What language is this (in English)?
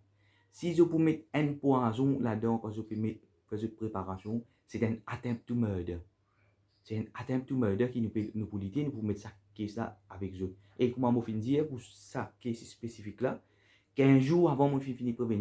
Morisyen